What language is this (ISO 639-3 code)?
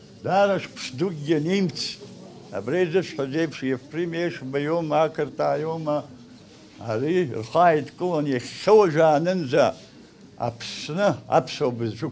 abk